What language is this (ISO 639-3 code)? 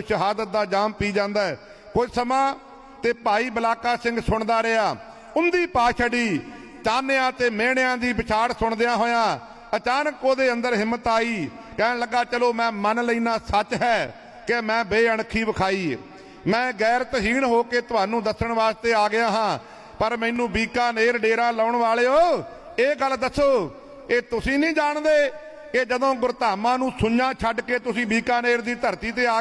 pan